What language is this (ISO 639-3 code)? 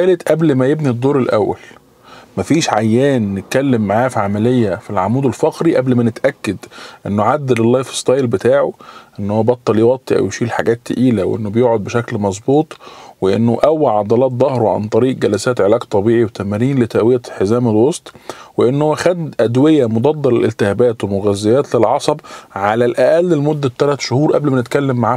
arz